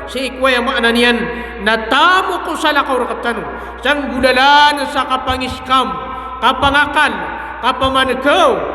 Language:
Maranao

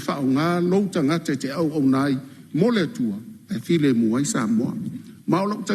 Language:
Samoan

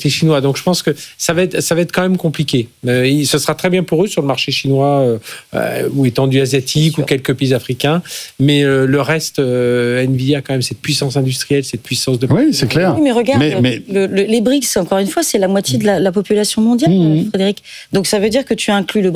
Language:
French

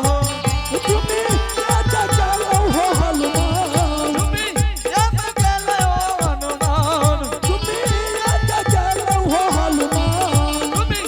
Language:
Angika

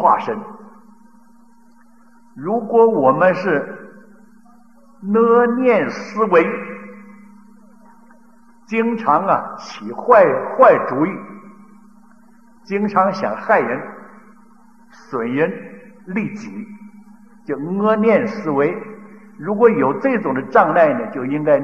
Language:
Chinese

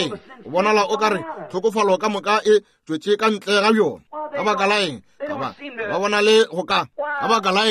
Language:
Northern Sotho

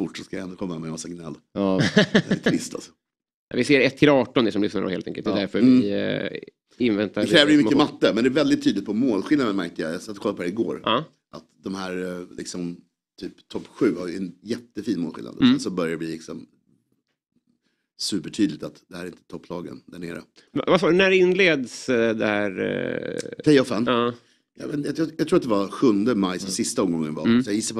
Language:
Swedish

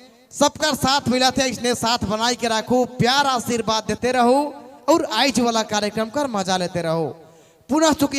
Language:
Sadri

